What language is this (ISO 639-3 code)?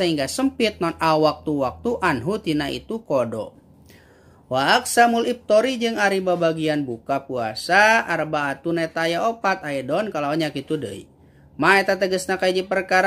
sun